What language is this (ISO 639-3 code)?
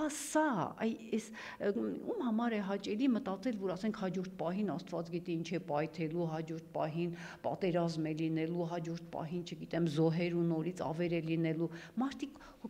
hye